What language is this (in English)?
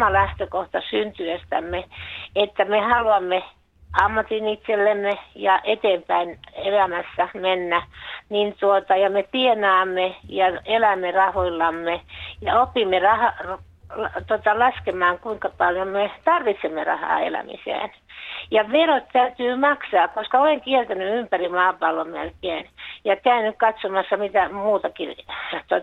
Finnish